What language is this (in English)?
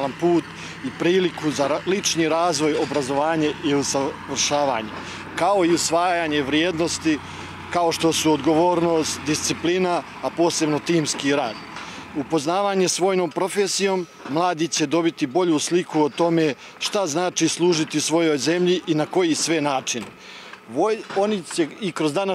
Bosnian